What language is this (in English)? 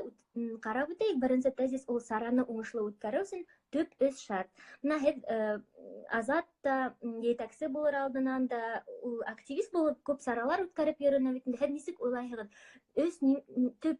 Bashkir